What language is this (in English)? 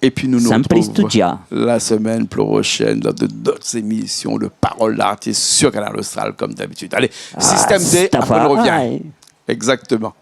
Réunion Creole French